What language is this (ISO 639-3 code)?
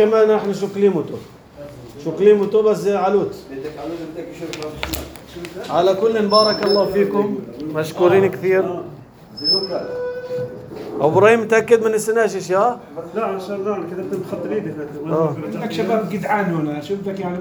apc